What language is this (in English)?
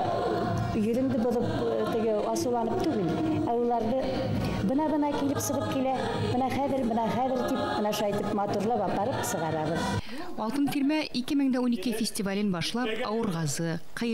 Bashkir